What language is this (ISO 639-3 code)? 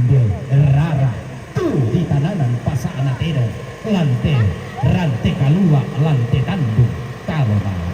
sda